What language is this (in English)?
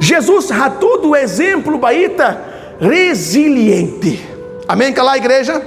Tetum